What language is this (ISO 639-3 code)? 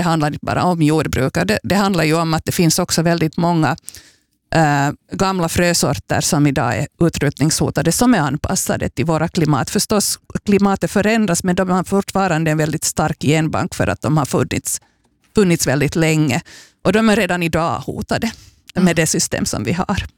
swe